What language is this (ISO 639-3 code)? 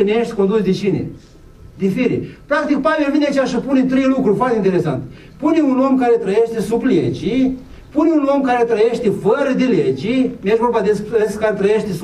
ron